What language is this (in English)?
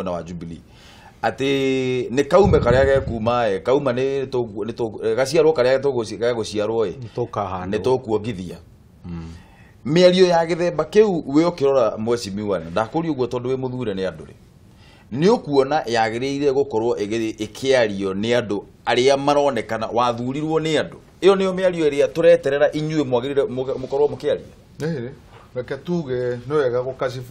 Kikuyu